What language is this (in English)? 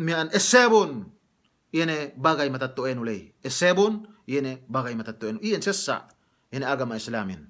Yakan